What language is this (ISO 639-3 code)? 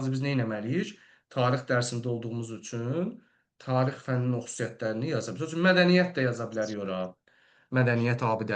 aze